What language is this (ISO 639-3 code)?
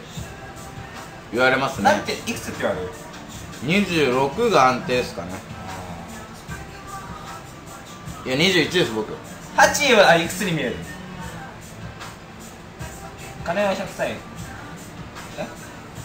jpn